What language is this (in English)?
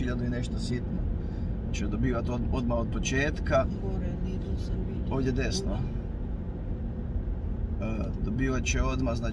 Croatian